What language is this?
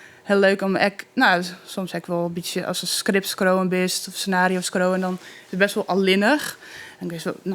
Western Frisian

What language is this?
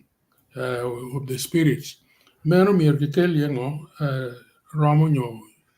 Acoli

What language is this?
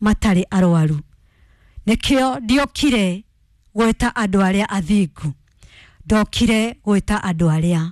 Kikuyu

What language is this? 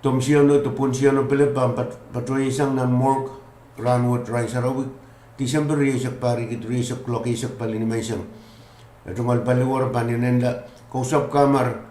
Pohnpeian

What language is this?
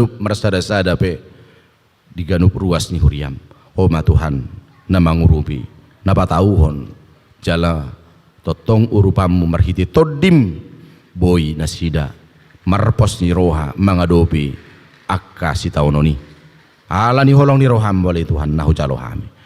Batak Toba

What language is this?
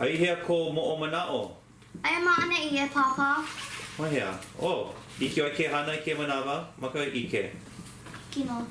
Hawaiian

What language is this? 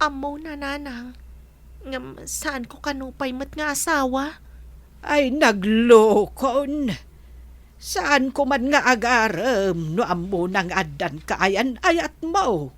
Iloko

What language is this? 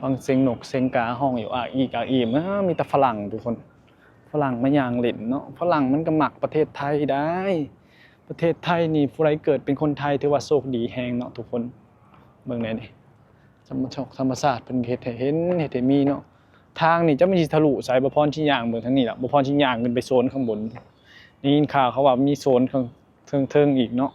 Lao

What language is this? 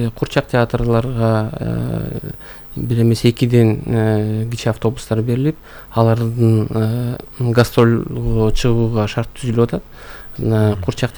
Kyrgyz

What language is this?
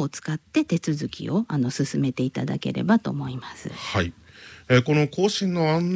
Japanese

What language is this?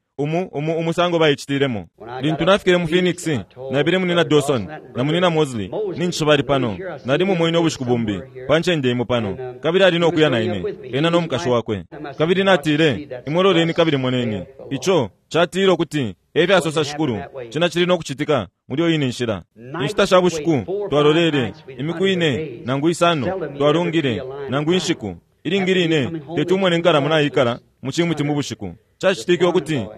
Bemba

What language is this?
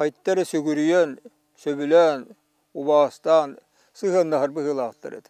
Yakut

